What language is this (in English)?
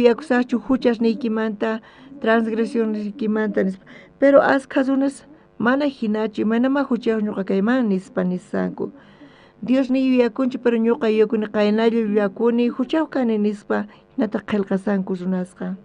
South Bolivian Quechua